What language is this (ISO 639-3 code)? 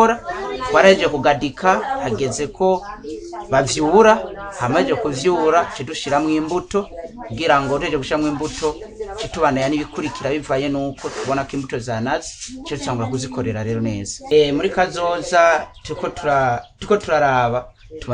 run